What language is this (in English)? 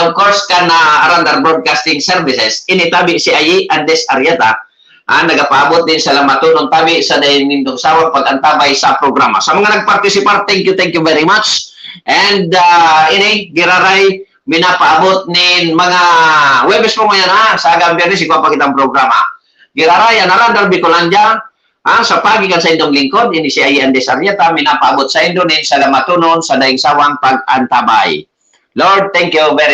Bikol